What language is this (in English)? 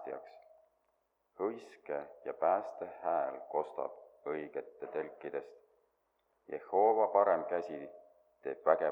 Estonian